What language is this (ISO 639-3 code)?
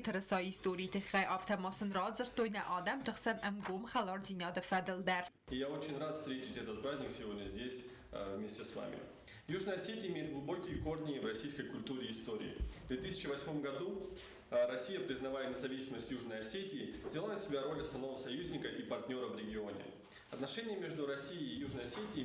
oss